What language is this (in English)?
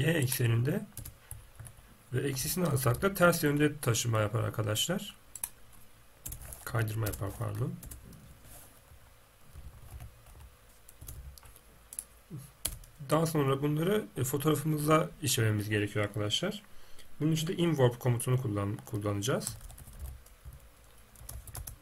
Turkish